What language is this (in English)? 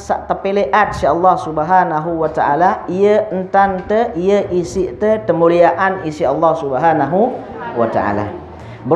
Sasak